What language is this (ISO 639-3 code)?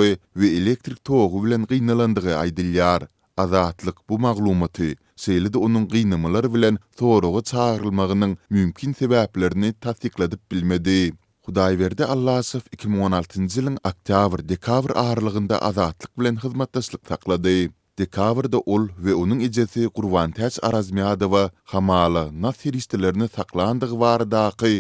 tuk